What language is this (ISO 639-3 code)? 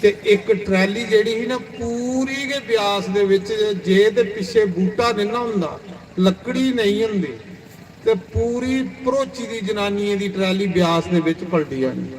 doi